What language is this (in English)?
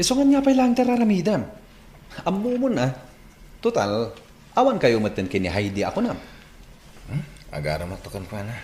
Iloko